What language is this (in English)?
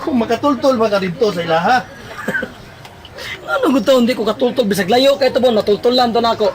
Cebuano